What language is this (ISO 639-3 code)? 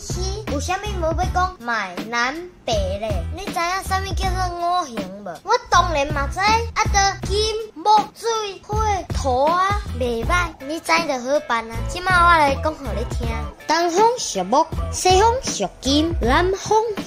nan